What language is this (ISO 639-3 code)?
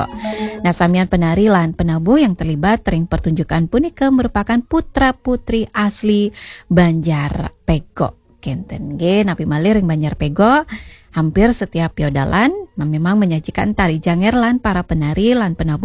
ban